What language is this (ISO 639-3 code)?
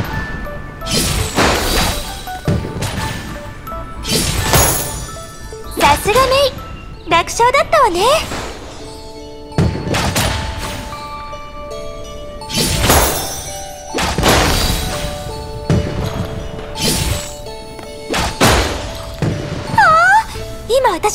jpn